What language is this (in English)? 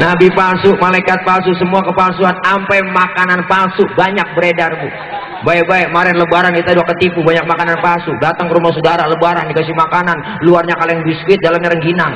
Betawi